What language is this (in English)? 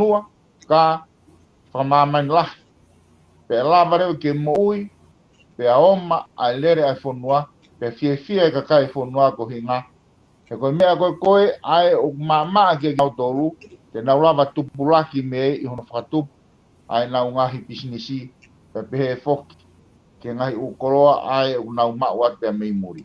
Tongan